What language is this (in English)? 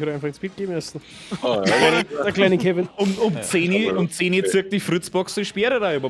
Bavarian